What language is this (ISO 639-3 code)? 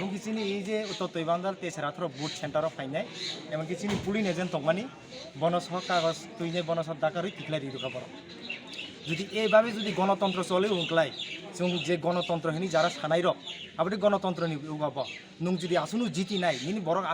trp